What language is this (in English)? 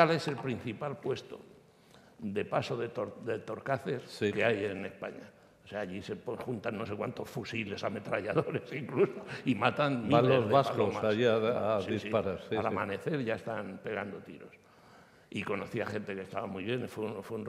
Spanish